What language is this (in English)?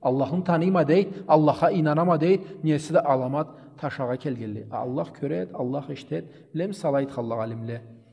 Karachay-Balkar